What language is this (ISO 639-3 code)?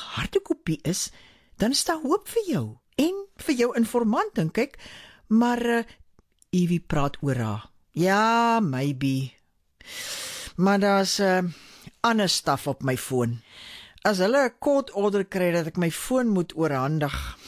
afr